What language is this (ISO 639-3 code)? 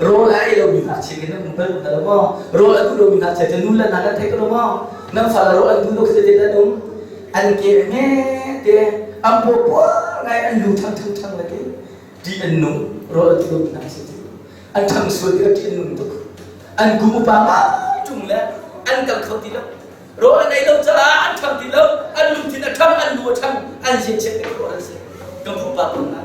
cnh